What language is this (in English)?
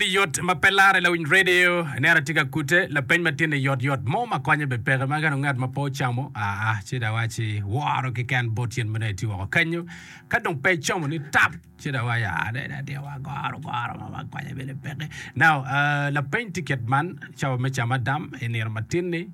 Acoli